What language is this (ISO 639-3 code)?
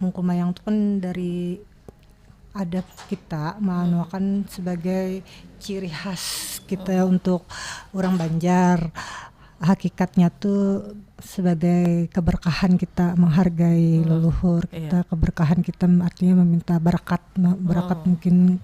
bjn